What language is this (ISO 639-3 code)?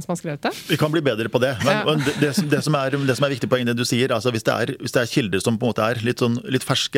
nor